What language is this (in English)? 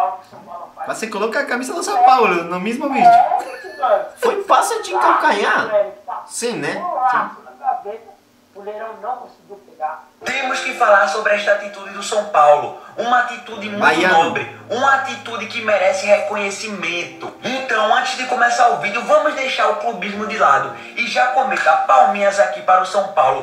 Portuguese